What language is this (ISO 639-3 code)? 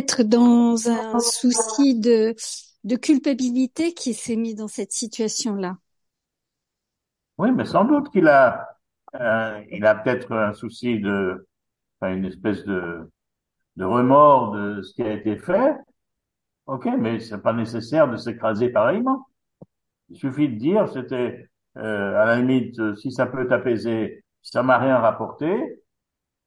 fra